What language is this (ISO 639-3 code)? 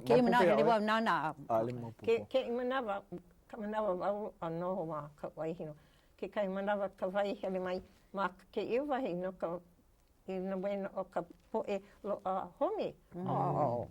haw